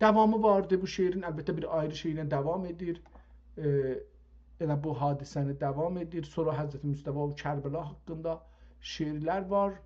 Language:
South Azerbaijani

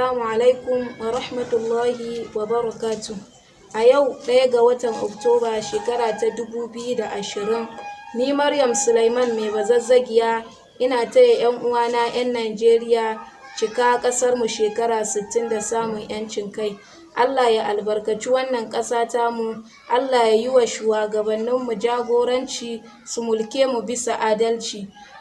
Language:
Hausa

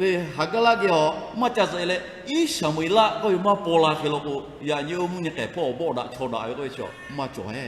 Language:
Lahu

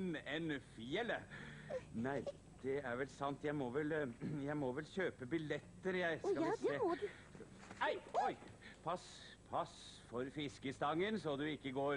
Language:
Norwegian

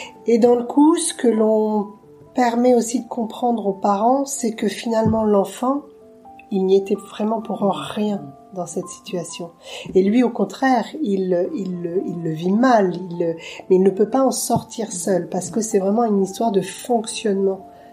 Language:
French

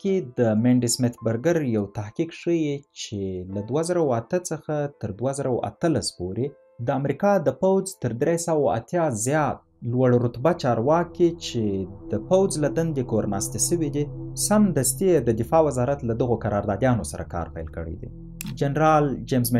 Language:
Pashto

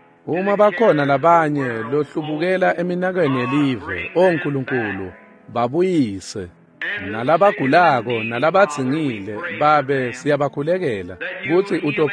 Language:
Swati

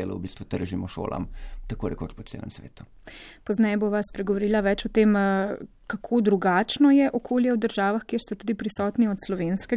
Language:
Slovenian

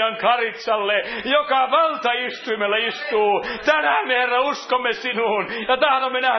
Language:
Finnish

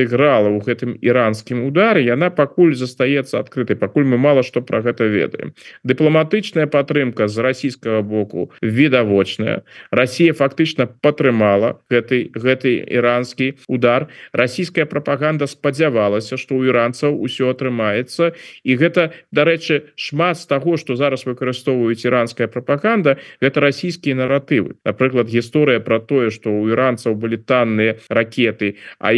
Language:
Belarusian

